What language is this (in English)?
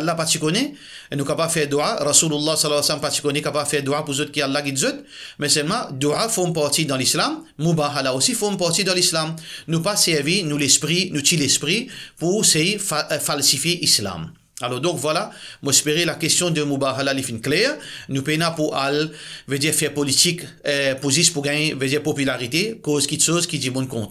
Morisyen